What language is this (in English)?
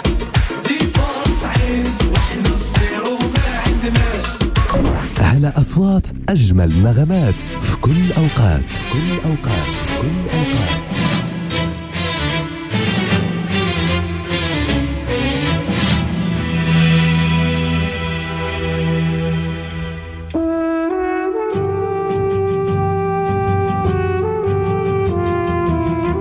Moroccan Arabic